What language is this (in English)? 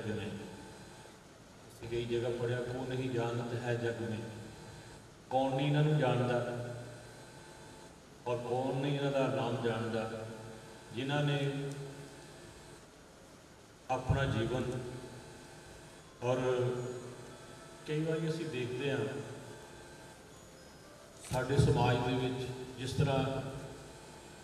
Punjabi